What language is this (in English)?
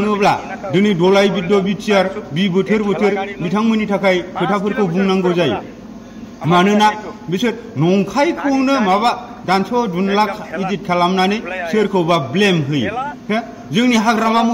Bodo